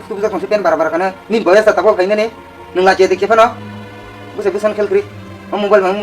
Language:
Kok Borok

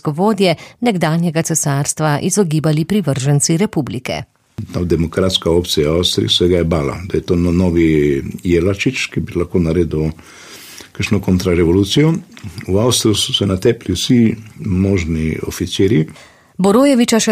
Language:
Slovenian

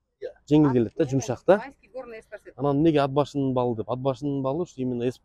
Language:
Kyrgyz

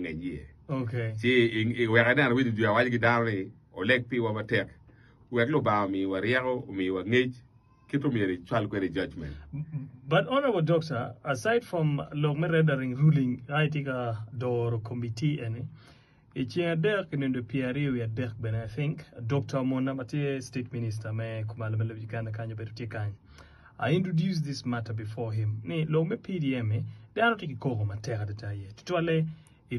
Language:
Acoli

